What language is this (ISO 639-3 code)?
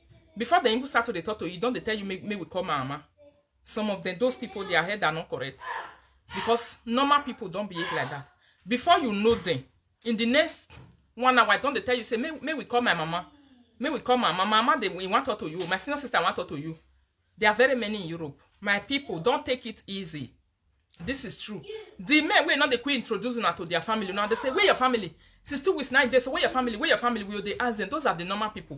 pcm